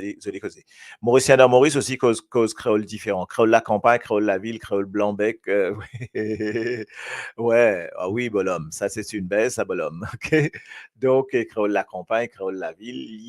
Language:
Morisyen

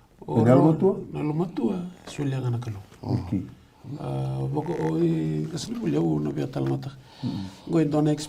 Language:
Fijian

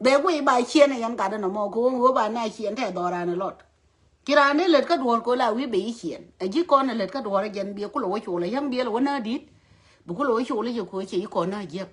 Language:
Nuer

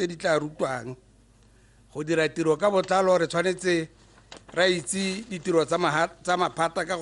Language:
Tswana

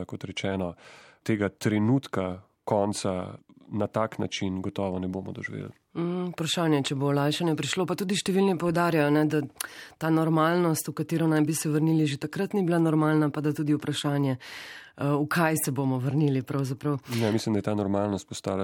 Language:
Slovenian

